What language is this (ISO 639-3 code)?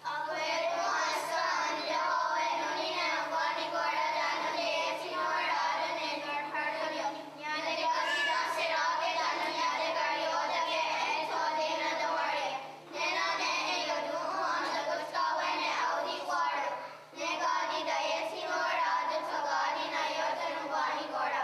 moh